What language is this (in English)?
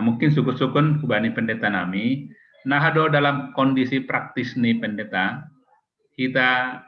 Batak Simalungun